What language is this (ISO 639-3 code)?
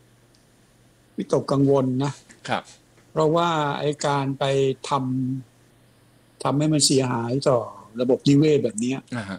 tha